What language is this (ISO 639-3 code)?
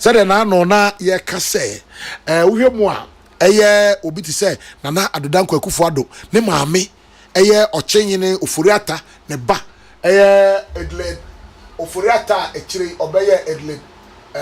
aka